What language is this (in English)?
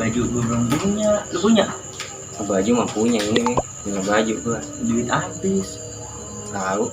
Betawi